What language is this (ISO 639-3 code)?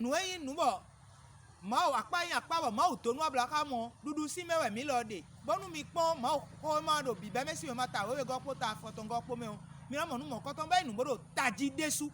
fon